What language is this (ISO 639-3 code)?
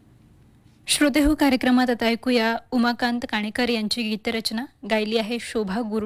mar